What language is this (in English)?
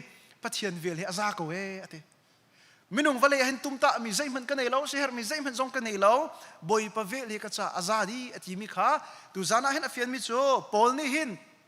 Hakha Chin